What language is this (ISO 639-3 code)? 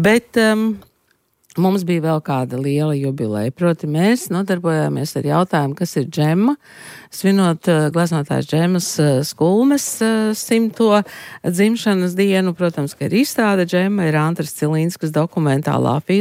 lav